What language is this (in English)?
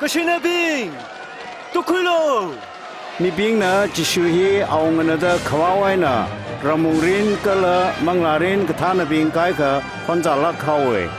Tangkhul Naga (India)